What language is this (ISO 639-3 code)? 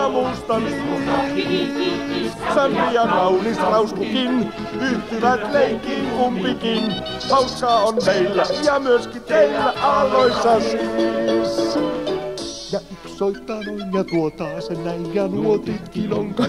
fin